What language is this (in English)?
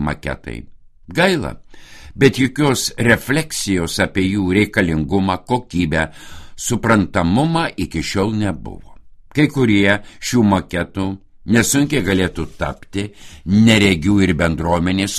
Lithuanian